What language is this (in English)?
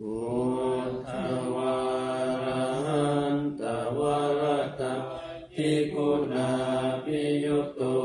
Pali